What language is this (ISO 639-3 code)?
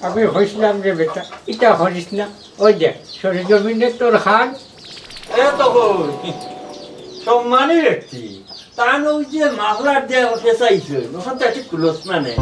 syl